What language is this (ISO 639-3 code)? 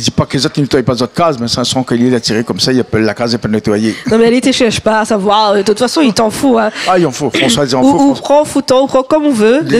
rcf